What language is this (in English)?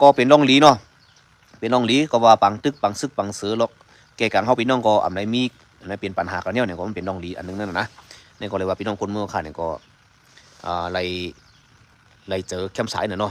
Shan